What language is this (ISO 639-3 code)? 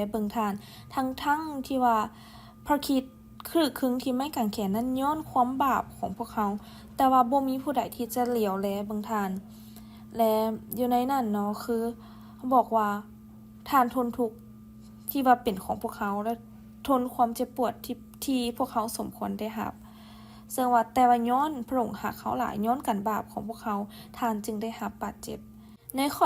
lao